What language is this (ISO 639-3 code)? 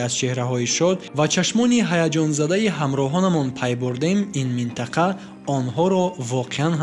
tgk